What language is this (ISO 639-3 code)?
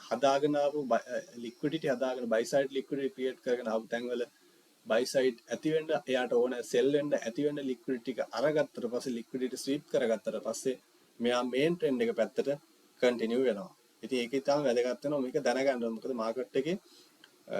sin